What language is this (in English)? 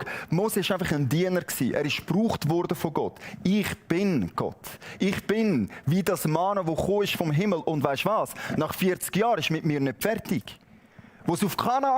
Swiss German